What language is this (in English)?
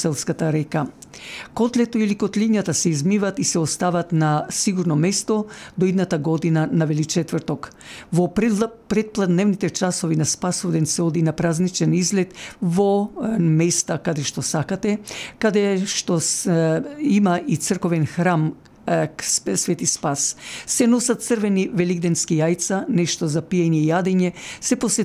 Macedonian